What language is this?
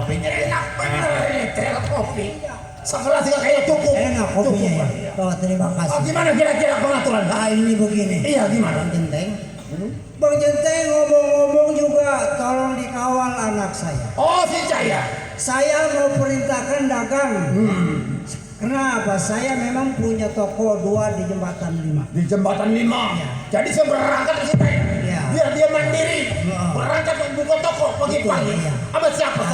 Betawi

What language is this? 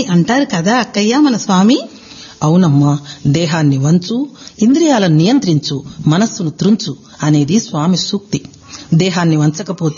Telugu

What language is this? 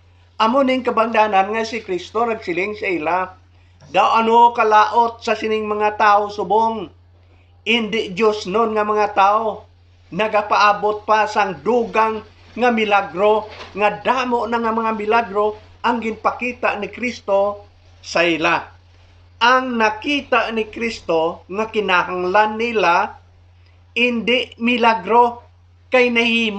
Hiligaynon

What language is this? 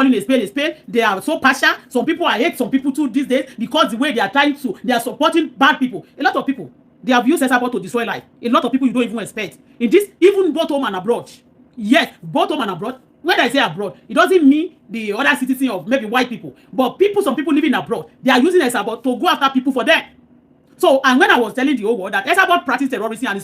Yoruba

